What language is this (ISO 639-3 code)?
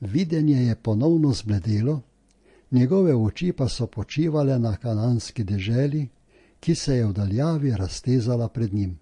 slv